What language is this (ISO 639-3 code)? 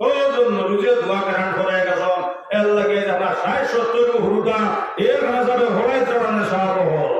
syl